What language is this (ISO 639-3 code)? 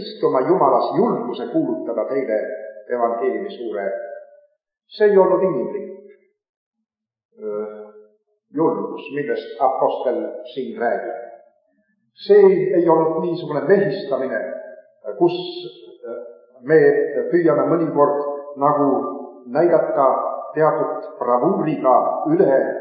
est